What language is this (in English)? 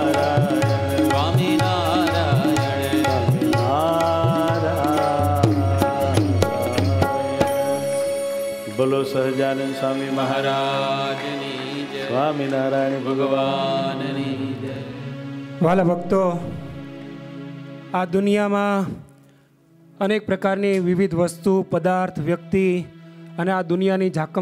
Gujarati